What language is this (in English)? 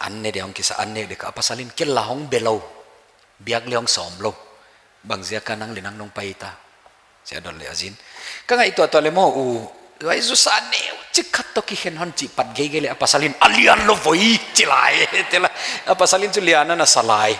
Paite Chin